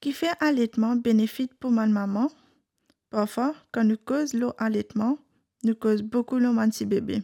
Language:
Morisyen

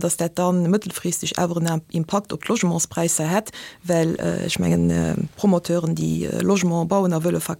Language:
Luxembourgish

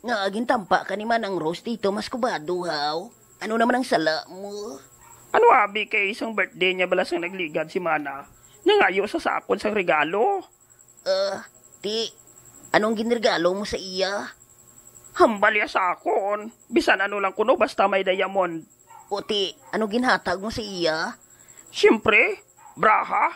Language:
Hiligaynon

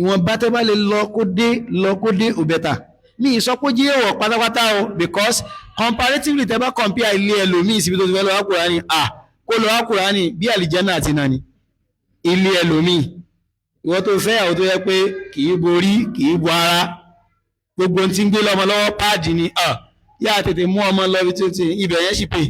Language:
Yoruba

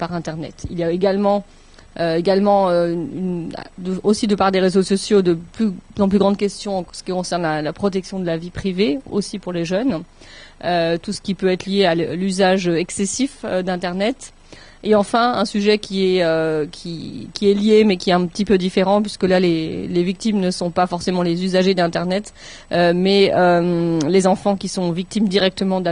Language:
French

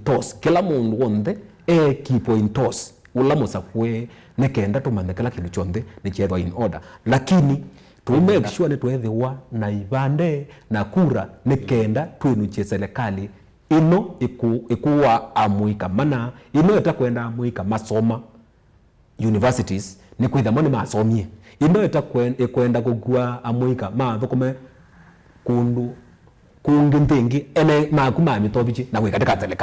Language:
Kamba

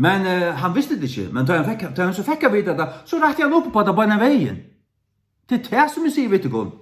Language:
Faroese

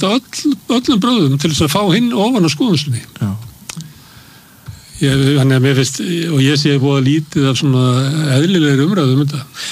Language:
Icelandic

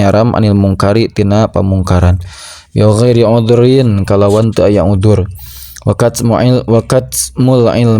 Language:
Sundanese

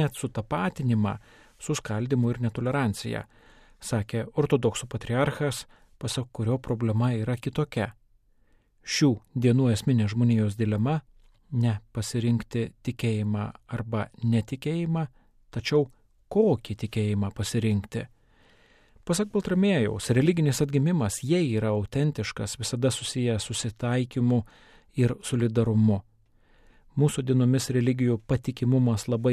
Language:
Lithuanian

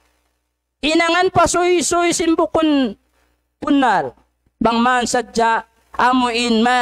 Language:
Tausug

